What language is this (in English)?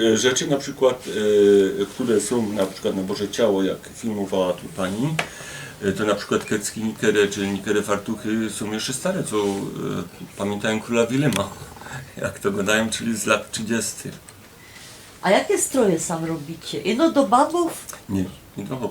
Silesian